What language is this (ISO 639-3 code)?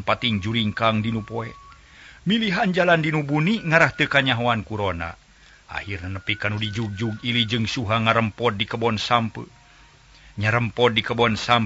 sun